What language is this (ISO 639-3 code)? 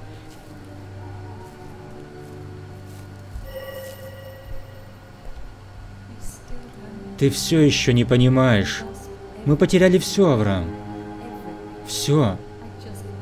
rus